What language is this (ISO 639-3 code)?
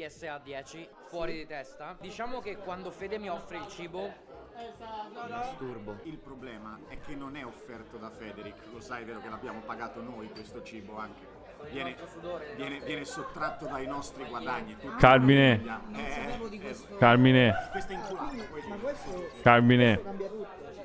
ita